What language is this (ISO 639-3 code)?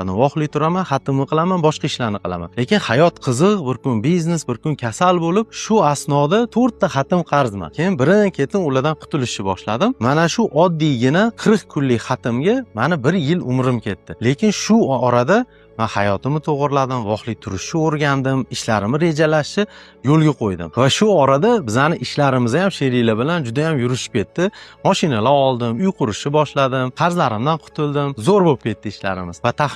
uzb